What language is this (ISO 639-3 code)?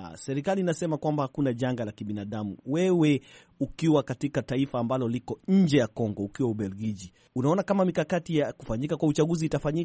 swa